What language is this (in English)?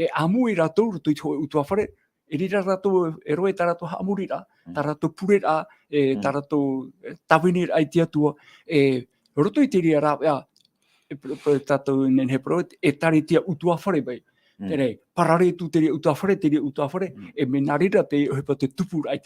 Tahitian